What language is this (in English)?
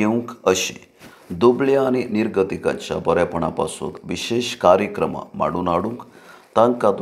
Konkani